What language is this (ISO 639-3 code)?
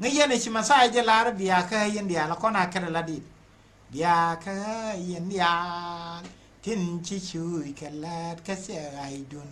nus